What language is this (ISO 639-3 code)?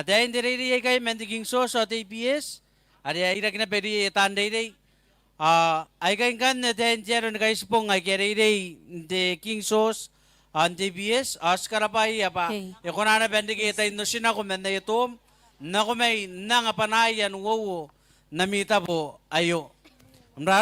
gil